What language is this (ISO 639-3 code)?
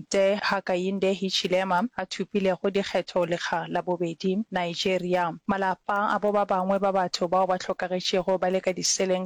nso